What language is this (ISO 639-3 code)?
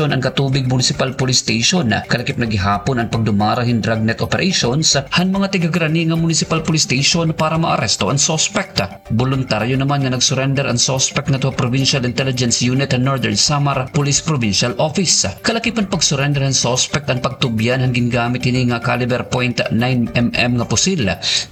war